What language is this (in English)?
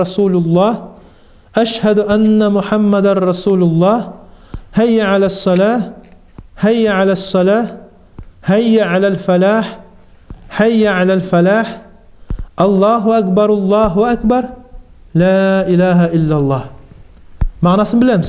Kumyk